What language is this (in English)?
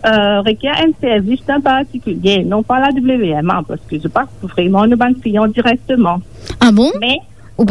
Morisyen